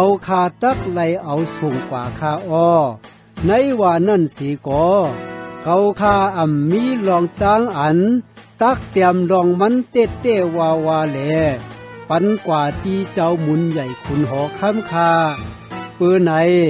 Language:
Shan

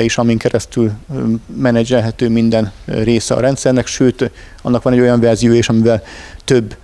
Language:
Hungarian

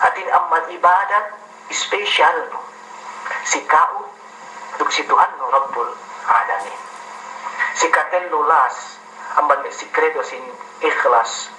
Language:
Yakan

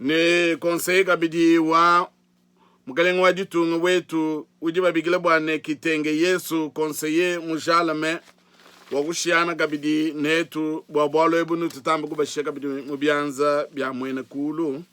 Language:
Luba-Lulua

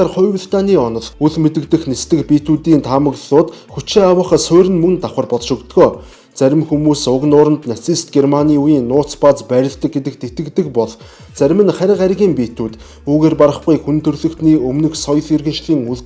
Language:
Mongolian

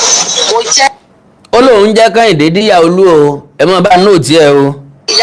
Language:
Yoruba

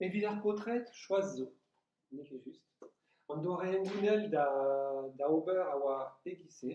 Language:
Breton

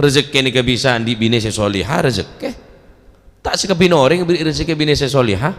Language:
Madurese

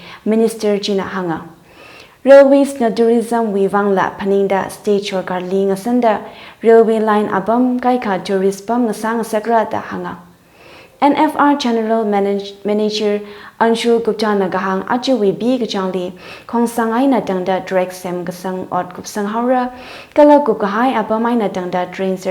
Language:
Tangkhul Naga (India)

